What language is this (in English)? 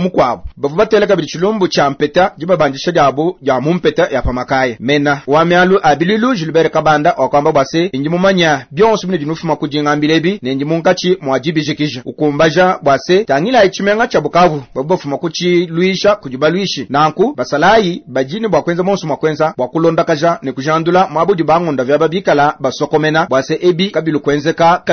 Luba-Lulua